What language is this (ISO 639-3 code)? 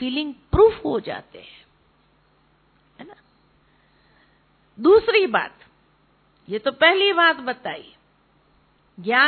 hin